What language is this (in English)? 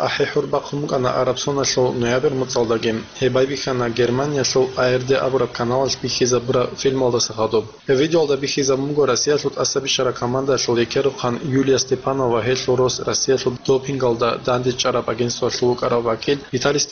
Avaric